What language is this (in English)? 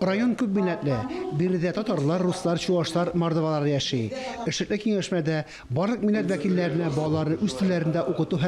Tatar